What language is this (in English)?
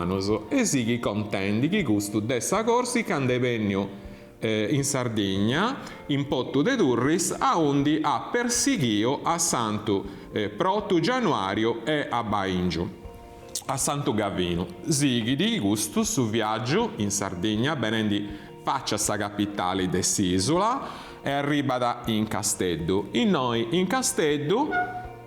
Sardinian